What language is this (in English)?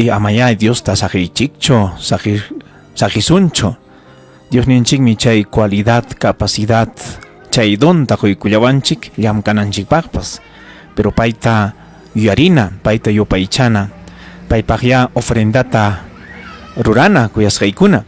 Ayacucho Quechua